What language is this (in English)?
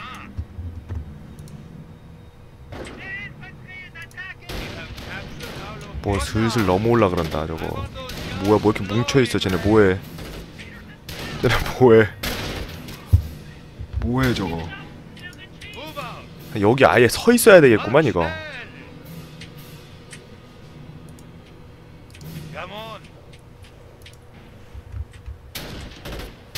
Korean